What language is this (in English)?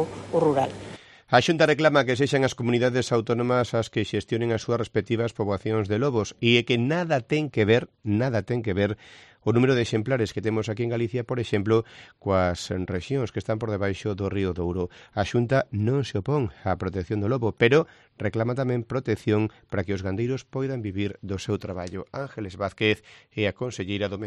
Galician